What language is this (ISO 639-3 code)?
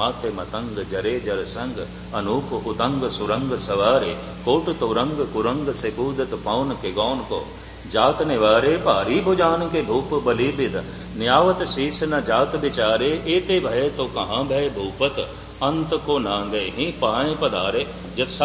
pan